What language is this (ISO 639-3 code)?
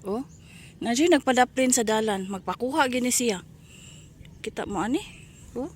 ceb